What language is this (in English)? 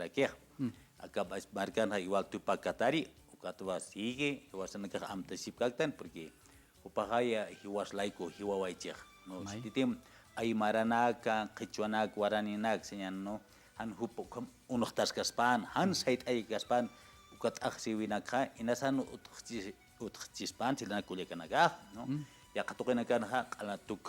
Aymara